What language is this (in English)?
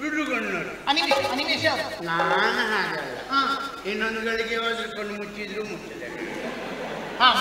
Kannada